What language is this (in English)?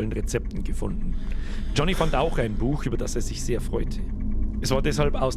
Bavarian